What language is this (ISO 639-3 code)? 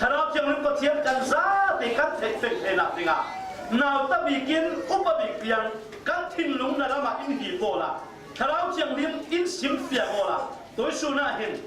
cfm